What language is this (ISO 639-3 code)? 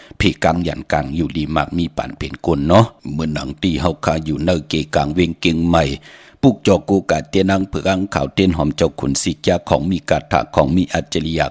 shn